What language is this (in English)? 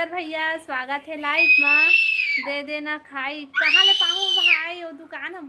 Chhattisgarhi